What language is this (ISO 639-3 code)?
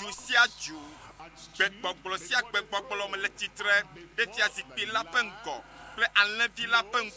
ewe